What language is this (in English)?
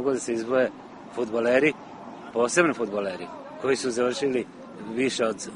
Serbian